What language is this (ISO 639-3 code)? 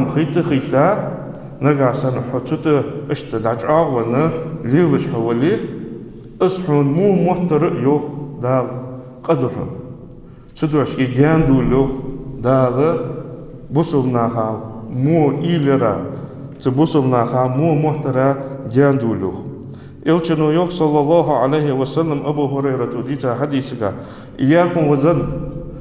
inh